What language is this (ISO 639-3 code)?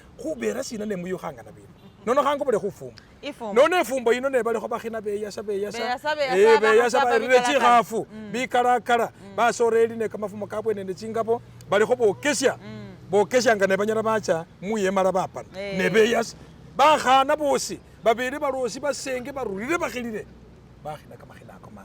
myx